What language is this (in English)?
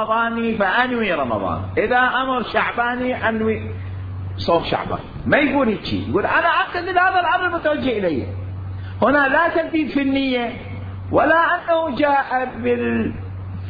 Mesopotamian Arabic